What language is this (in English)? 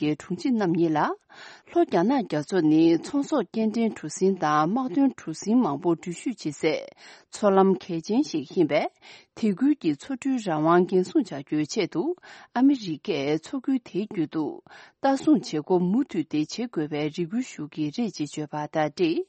Tibetan